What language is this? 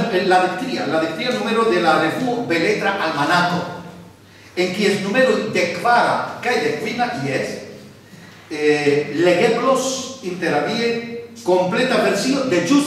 Esperanto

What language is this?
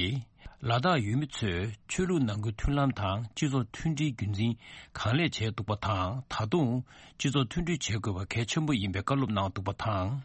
Tibetan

